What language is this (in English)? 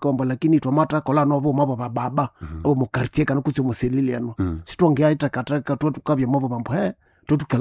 Nande